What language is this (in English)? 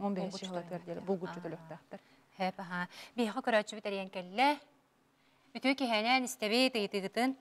Yakut